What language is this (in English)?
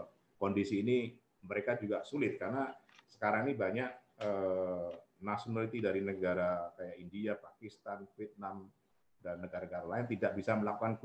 Indonesian